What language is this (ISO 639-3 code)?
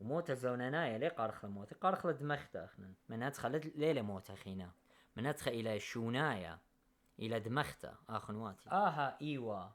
aii